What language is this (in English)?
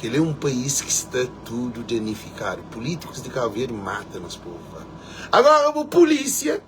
Kabuverdianu